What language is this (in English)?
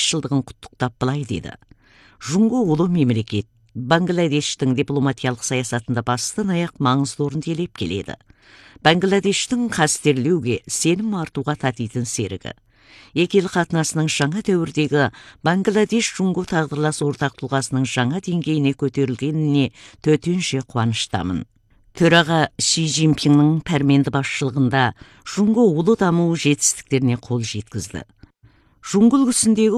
Kazakh